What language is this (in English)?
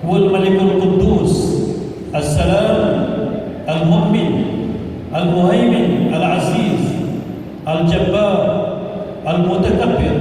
Maranao